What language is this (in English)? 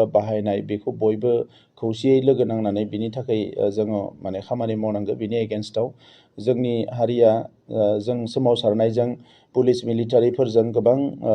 Bodo